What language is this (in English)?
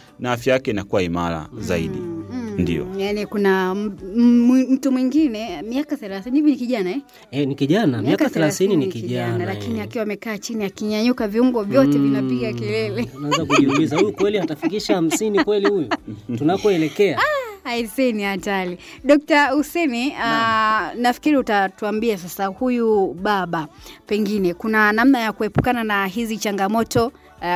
Swahili